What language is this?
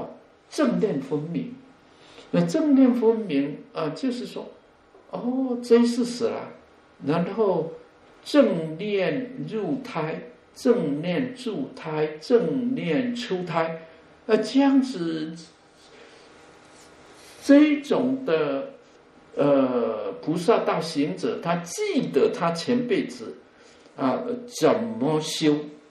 Chinese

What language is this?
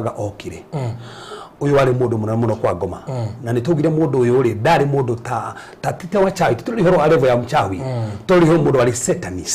Kikuyu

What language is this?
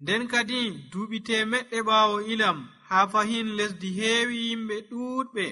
Nigerian Fulfulde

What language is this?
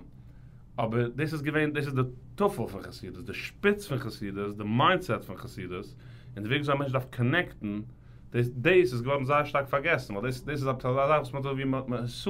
Yiddish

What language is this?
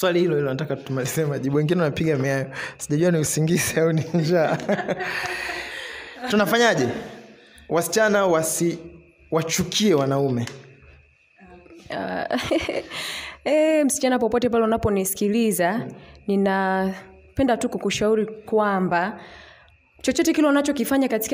Swahili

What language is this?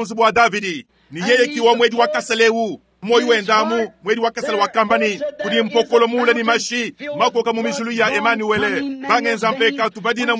Luba-Lulua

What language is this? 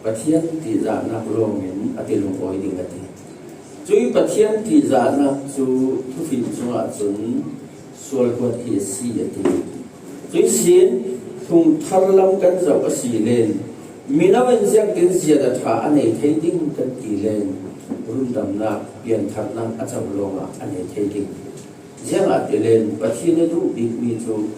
Falam Chin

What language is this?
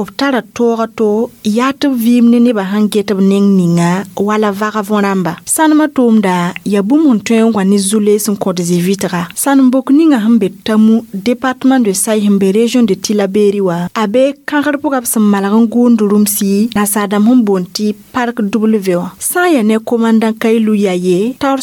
Mossi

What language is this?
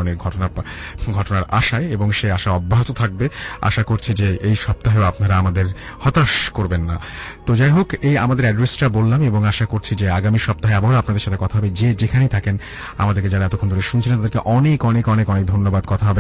Bangla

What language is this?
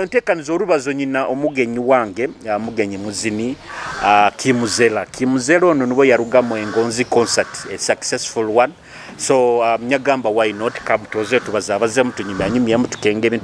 Nyoro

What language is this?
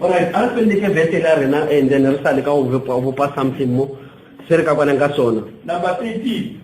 Northern Sotho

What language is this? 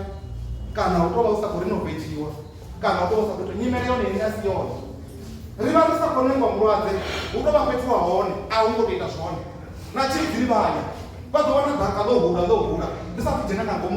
Venda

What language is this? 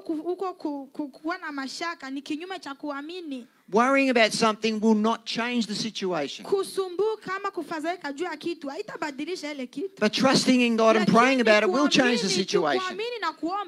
Swahili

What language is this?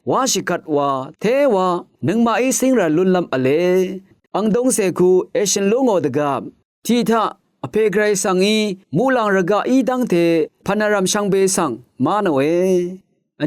Rawang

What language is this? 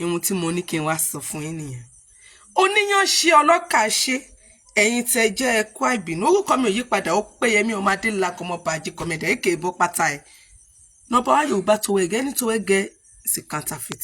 Yoruba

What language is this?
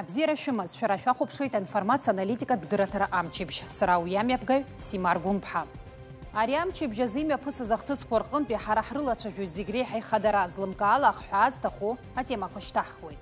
Abkhazian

